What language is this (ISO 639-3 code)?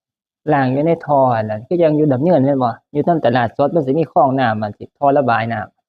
tts